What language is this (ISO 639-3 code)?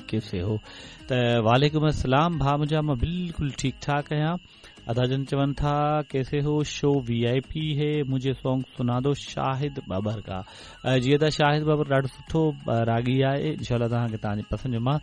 snd